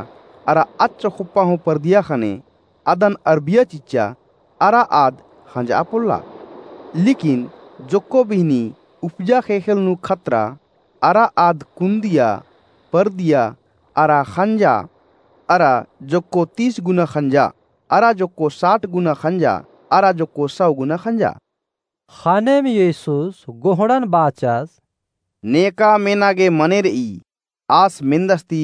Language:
Kurukh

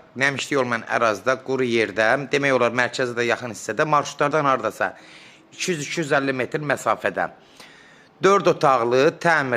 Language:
Azerbaijani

